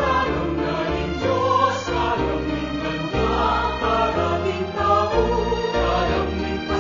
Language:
Pampanga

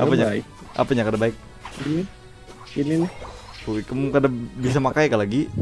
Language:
Banjar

